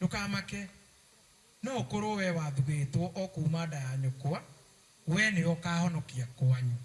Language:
Kikuyu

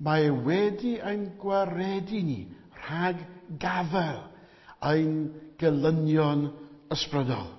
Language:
Welsh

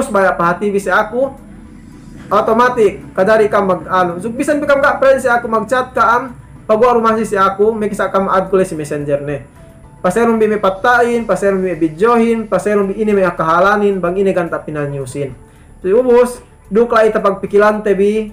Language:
Yakan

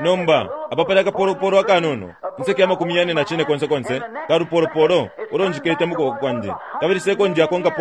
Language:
Bemba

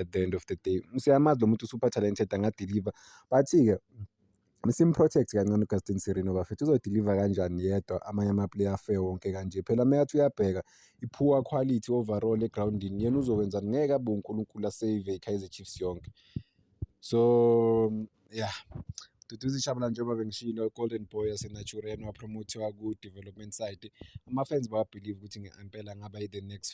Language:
Zulu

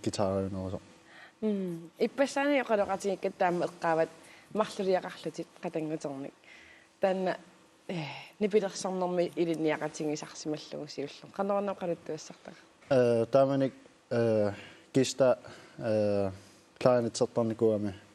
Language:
Kalaallisut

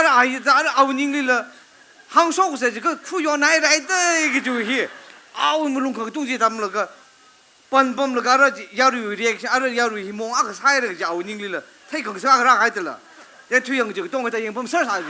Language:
Tangkhul Naga (India)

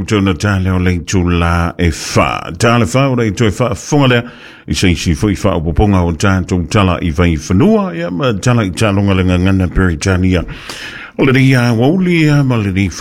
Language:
Samoan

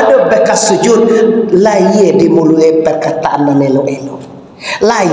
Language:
Minangkabau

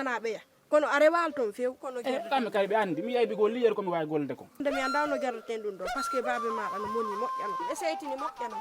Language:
Fula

